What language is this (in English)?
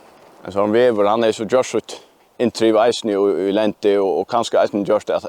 Faroese